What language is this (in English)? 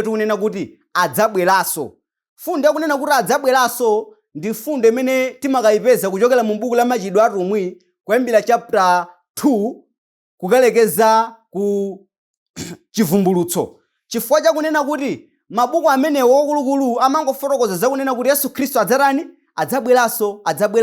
Nyanja